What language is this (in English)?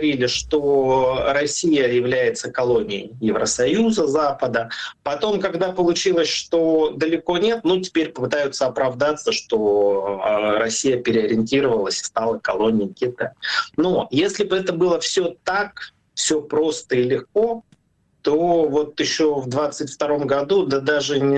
Russian